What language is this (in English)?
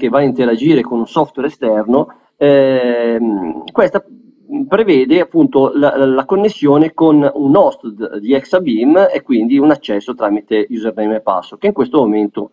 Italian